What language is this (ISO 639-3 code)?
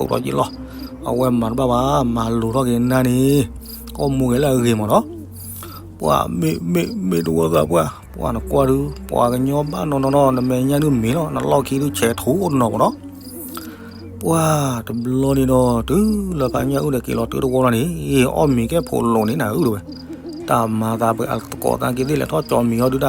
ksw